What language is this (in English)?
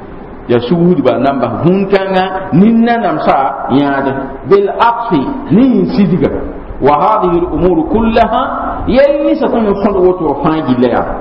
Mossi